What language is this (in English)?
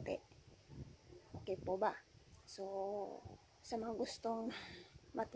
Filipino